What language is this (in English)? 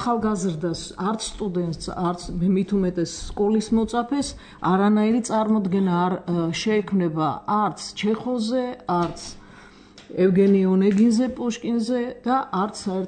Georgian